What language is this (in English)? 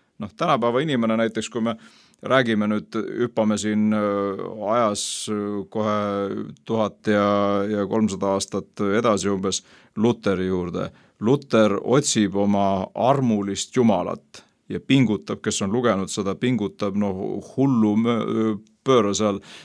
Estonian